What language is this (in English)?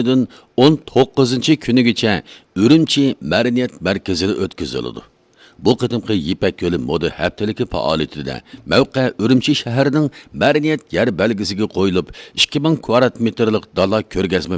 Uyghur